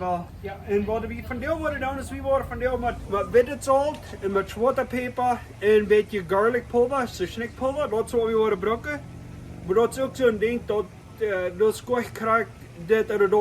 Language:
Plautdietsch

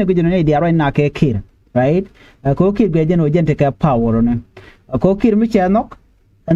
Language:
Nuer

